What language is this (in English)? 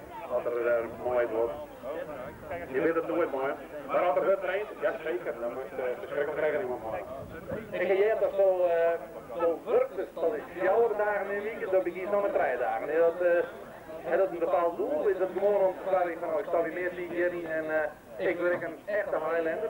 Dutch